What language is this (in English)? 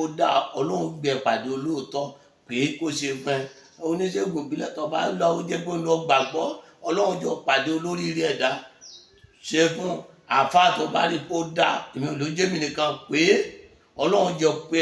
Yoruba